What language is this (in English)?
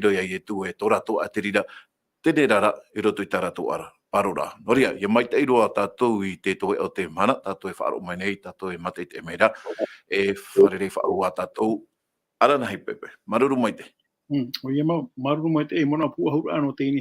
Tahitian